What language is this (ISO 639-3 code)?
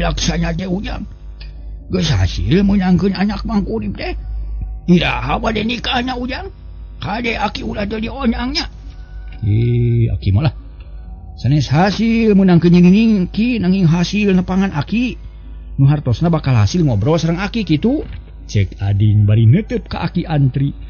sun